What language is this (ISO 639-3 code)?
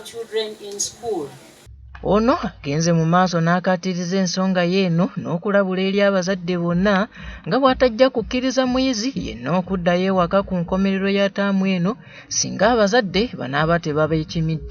lug